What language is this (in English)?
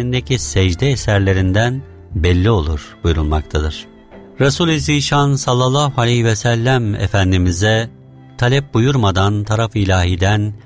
Turkish